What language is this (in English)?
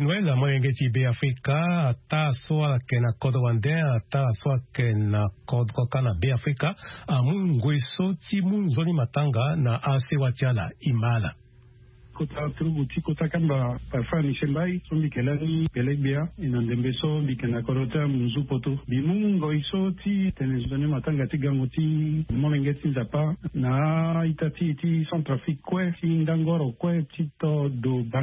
Sango